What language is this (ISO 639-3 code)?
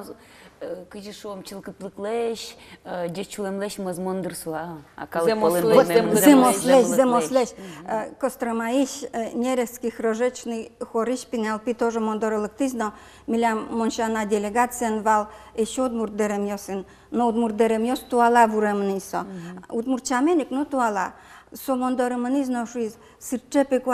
udm